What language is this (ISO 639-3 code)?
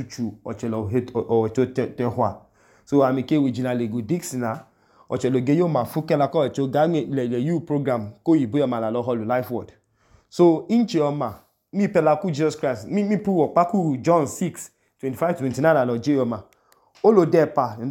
idu